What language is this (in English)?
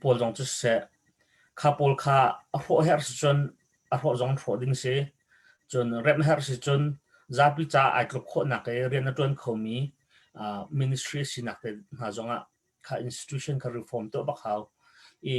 Hakha Chin